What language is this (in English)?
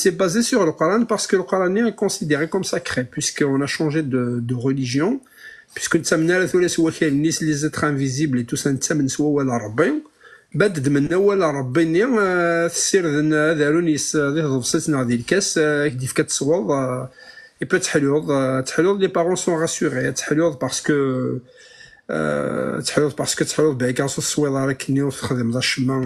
Kabyle